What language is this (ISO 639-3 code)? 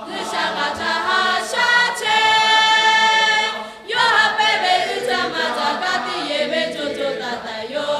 lhu